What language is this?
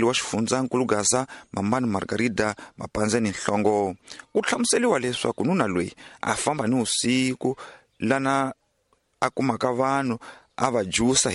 Tsonga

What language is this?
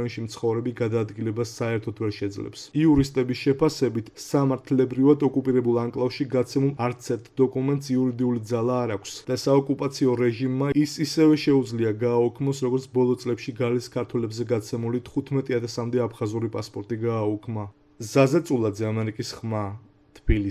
Georgian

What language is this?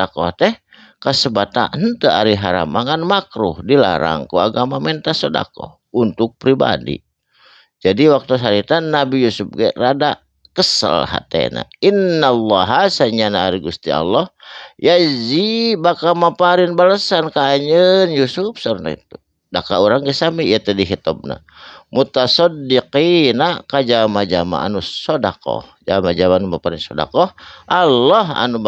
Sundanese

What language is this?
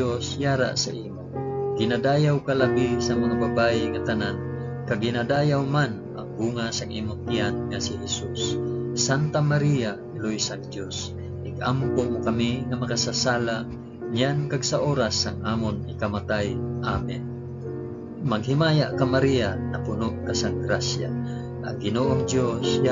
Hiligaynon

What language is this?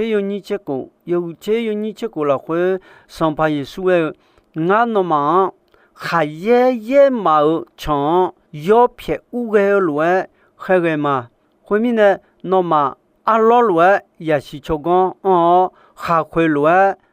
Akha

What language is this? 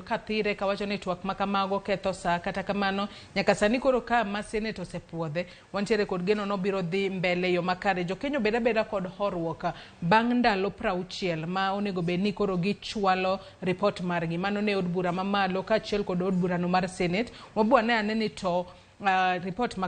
Luo (Kenya and Tanzania)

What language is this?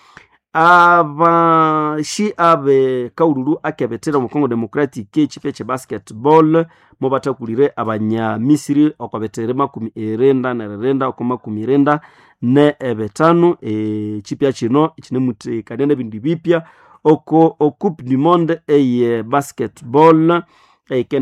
Nande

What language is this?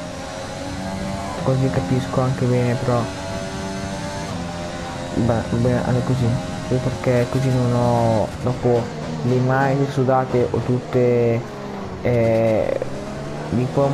Italian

